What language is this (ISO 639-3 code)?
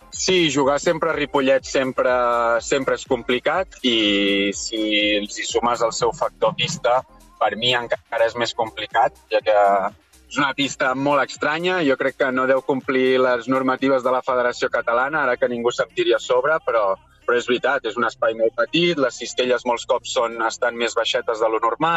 cat